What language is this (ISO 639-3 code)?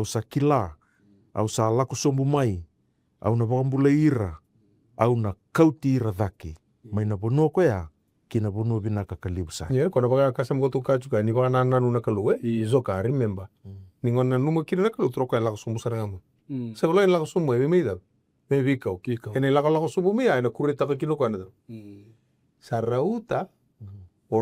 fij